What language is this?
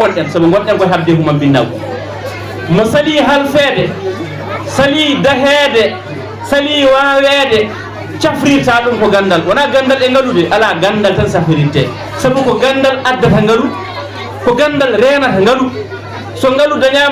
Fula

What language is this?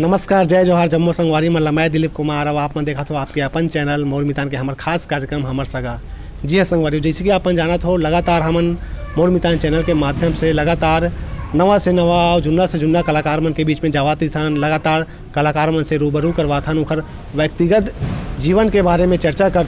Chhattisgarhi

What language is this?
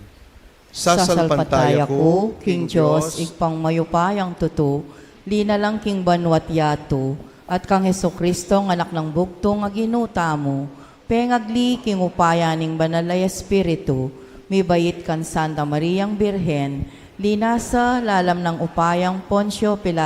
Pampanga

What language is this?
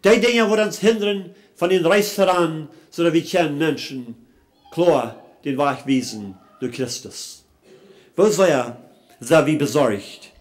Plautdietsch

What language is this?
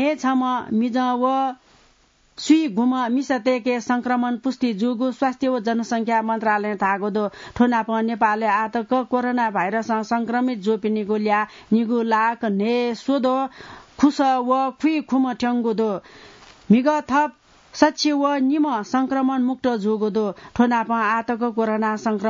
Newari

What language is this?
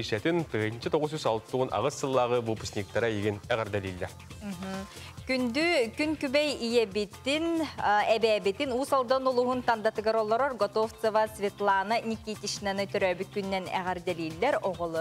Yakut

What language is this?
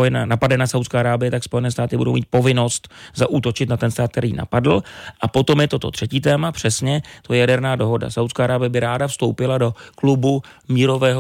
Czech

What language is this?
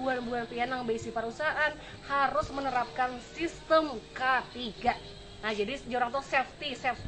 Banjar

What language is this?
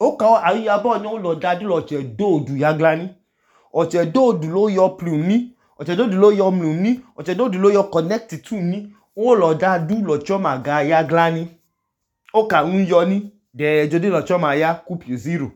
Idoma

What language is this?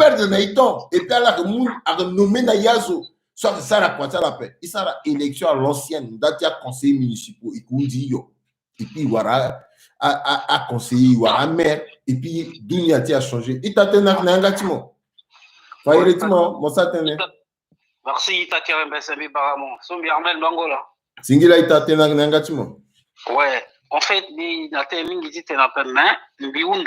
Sango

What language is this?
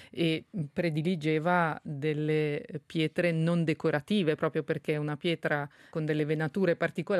Italian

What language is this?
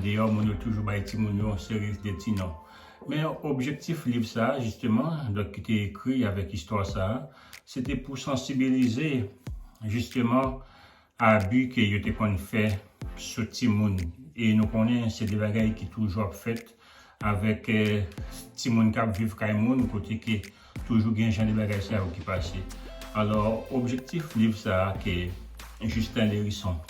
Haitian Creole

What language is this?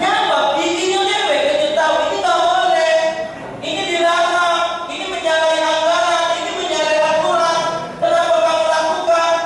Musi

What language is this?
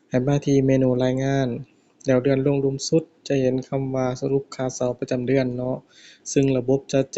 Lao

